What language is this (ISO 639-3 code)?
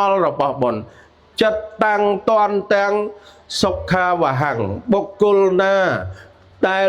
khm